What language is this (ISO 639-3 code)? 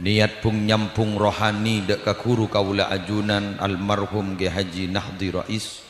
mad